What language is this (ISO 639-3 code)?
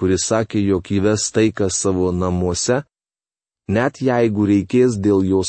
lit